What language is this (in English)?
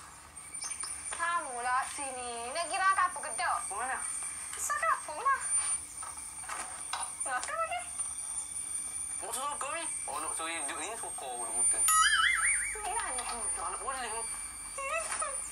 Malay